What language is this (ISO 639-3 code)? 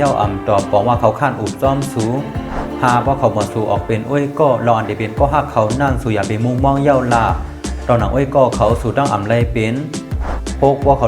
shn